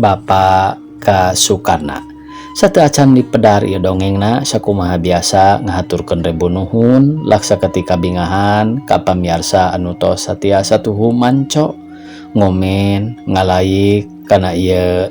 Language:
Sundanese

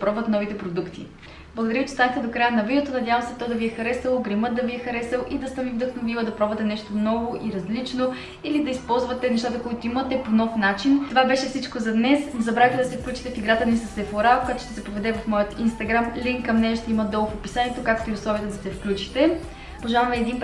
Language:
Bulgarian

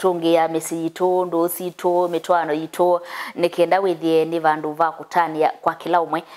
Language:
Kamba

